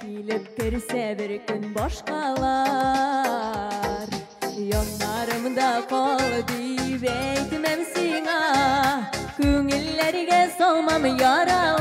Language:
Bashkir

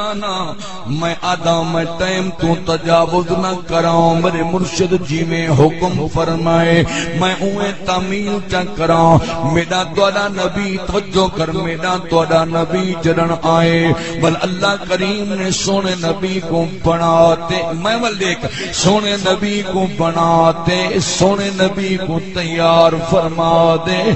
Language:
Saraiki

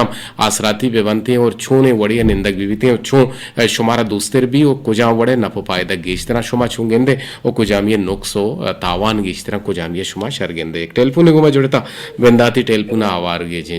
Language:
Eastern Balochi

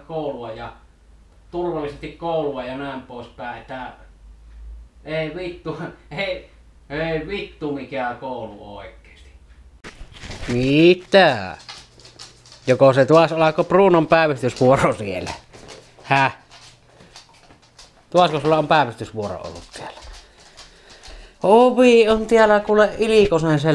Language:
Finnish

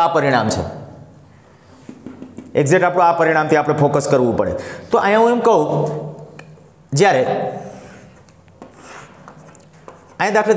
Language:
Gujarati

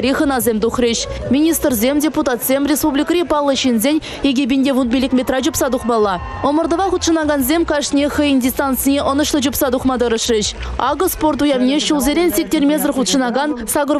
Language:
Chuvash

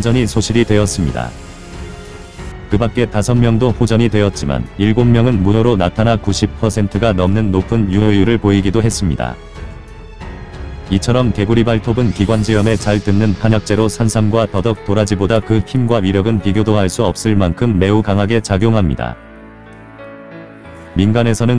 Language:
Korean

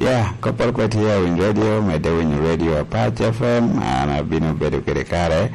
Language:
Lango (Uganda)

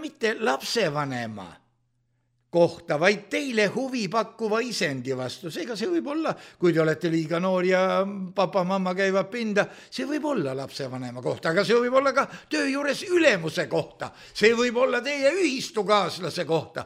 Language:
Estonian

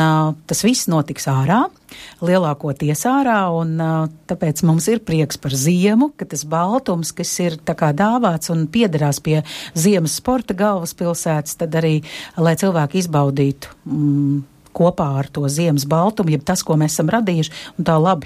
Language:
Latvian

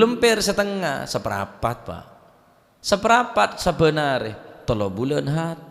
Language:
Madurese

